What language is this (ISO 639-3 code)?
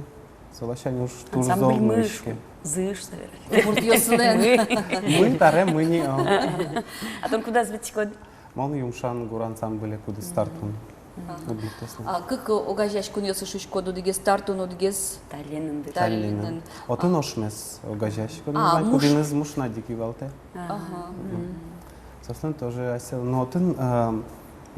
udm